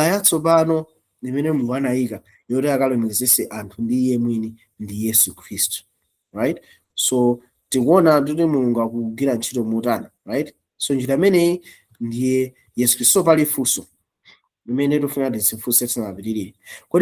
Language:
Nyanja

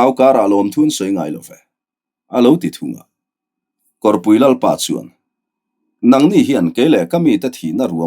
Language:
Mizo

